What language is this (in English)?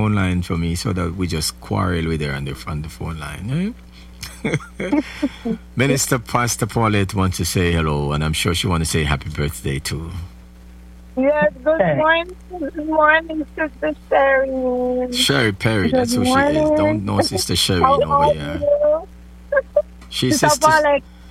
English